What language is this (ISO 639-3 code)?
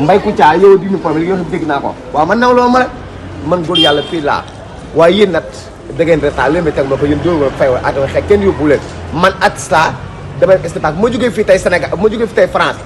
wol